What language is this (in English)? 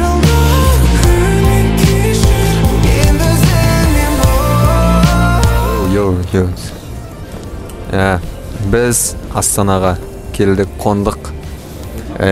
Kazakh